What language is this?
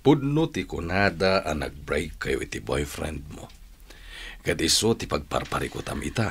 Iloko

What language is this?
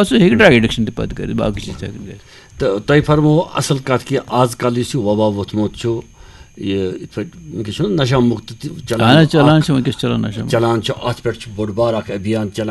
Kashmiri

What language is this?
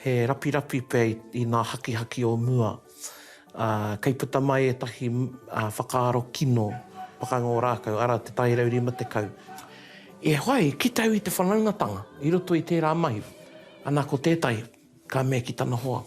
Māori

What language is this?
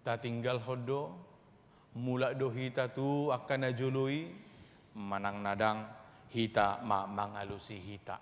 Batak Toba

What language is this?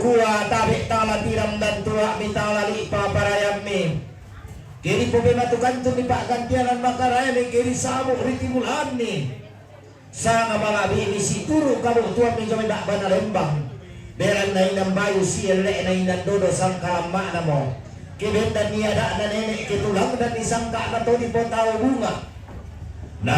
Toraja-Sa'dan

